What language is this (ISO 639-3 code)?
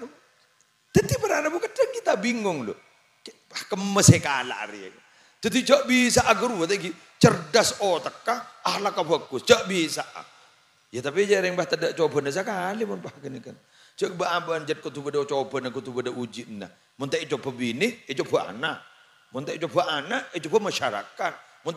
mad